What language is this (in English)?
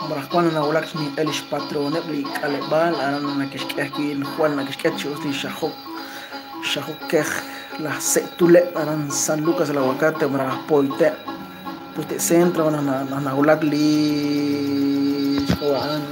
Kekchí